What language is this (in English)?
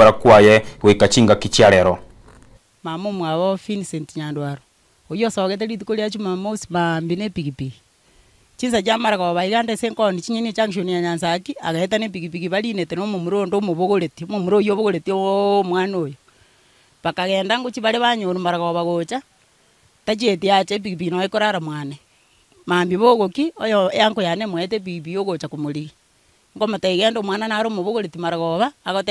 Gusii